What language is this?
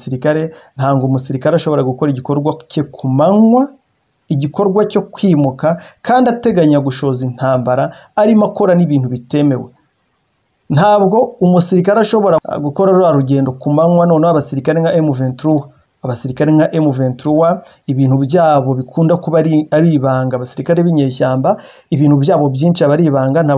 Kinyarwanda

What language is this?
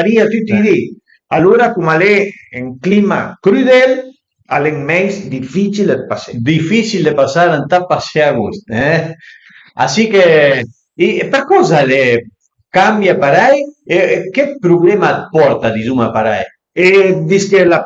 Piedmontese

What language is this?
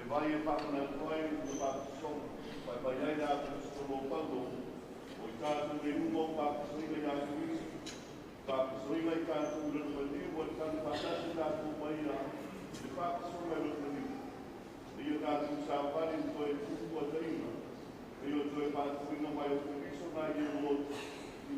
Samoan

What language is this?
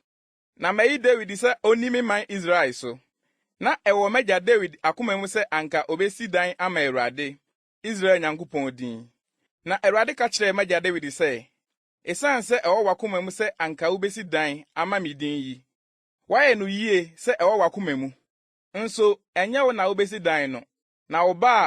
Akan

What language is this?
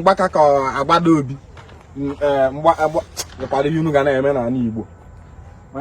Igbo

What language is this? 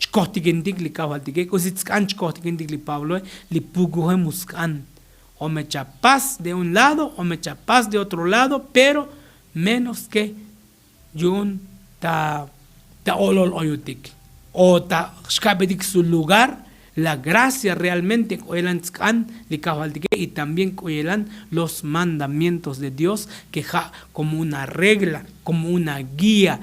Tzotzil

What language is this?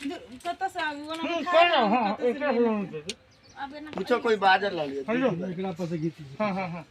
Maithili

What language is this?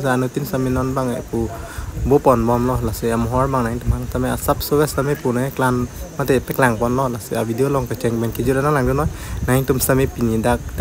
Karbi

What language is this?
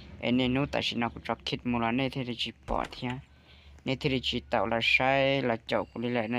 Hmong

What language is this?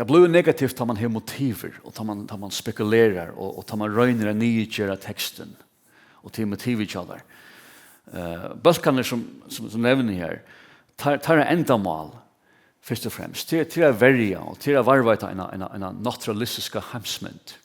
Faroese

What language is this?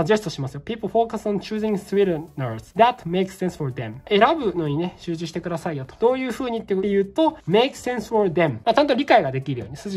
Japanese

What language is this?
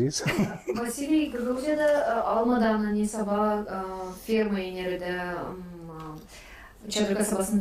Gagauz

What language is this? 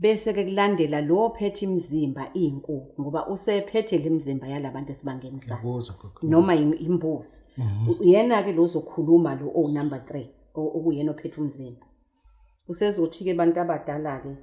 Zulu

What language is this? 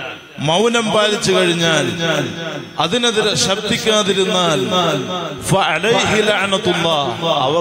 Malayalam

